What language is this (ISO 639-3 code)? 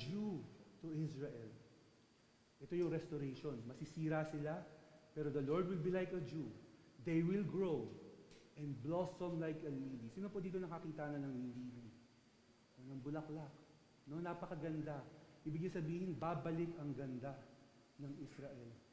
fil